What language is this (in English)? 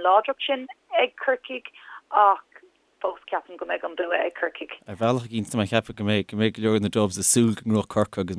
Irish